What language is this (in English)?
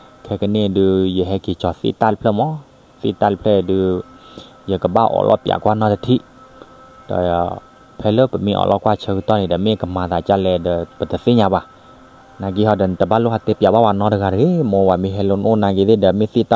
S'gaw Karen